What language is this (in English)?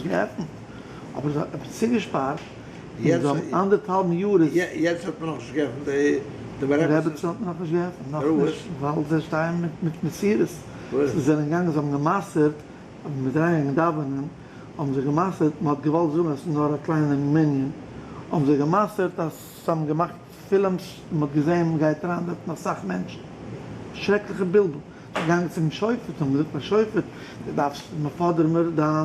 Yiddish